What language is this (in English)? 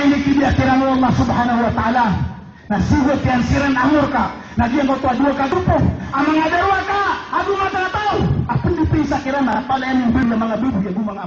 Maranao